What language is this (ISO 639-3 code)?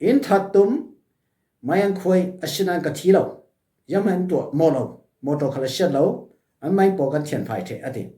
cfm